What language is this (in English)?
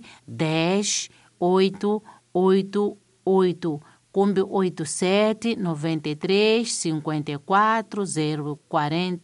Tsonga